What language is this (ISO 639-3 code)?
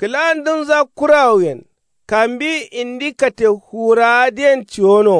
kau